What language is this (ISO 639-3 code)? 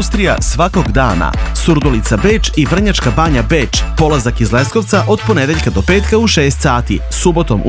srp